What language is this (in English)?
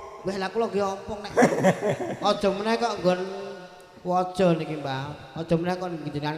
Javanese